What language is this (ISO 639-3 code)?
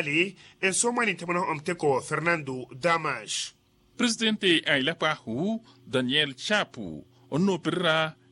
vmw